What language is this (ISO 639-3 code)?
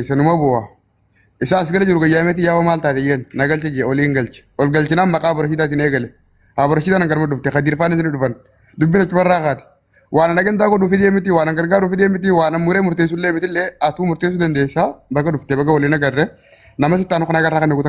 orm